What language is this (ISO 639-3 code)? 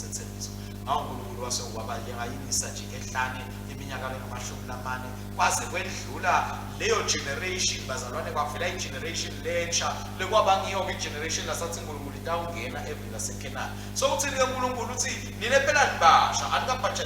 ssw